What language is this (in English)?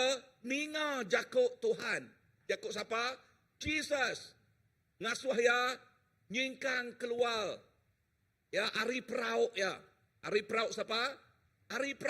Iban